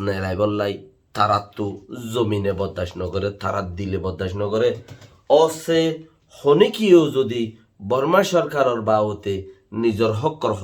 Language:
Rohingya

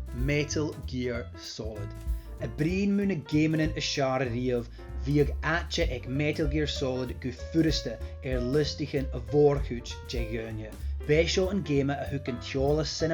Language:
Scottish Gaelic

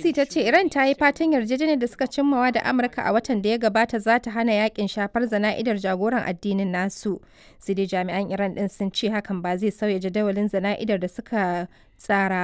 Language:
Hausa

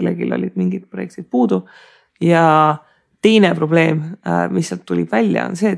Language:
Estonian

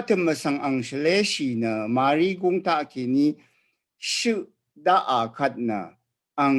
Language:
Rawang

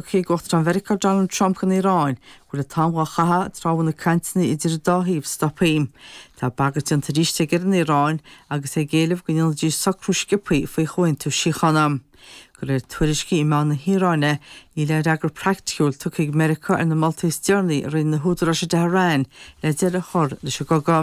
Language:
Irish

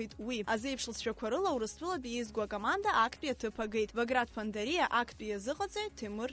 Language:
Abkhazian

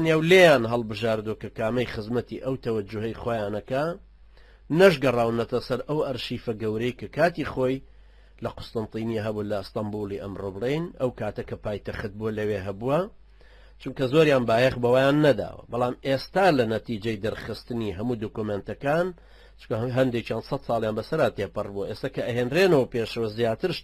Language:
Central Kurdish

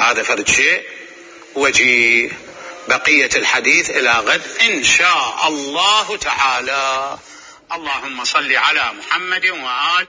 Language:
Mesopotamian Arabic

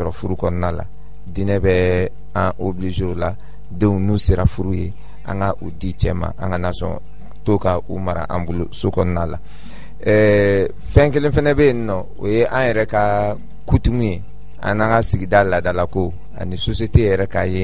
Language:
Bambara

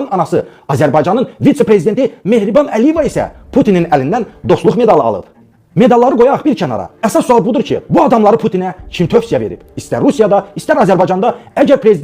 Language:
Azerbaijani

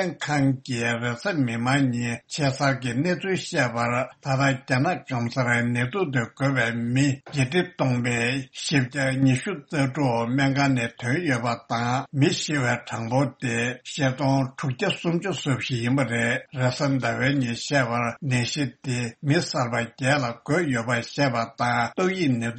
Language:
Tibetan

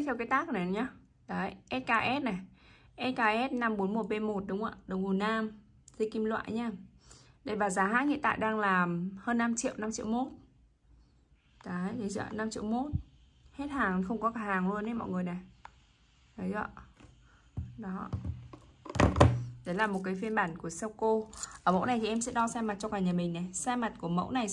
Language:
Vietnamese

